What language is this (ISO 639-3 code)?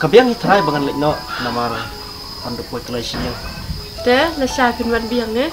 kha